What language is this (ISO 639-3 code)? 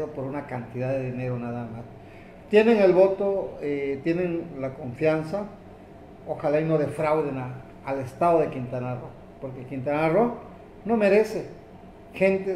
spa